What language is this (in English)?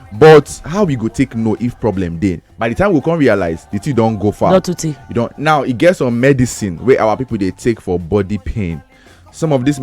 Nigerian Pidgin